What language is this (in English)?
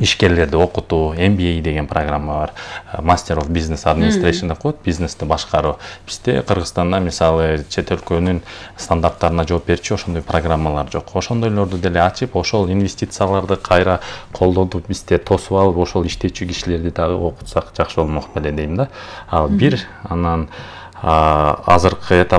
Kyrgyz